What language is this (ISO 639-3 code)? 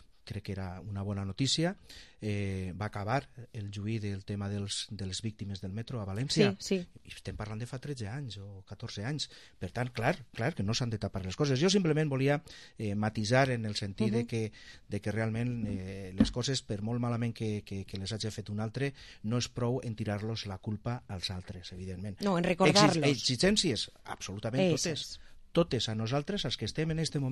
cat